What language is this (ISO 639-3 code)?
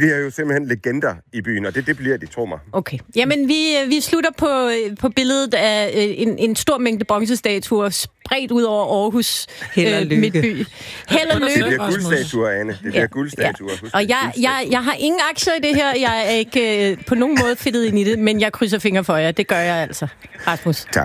dan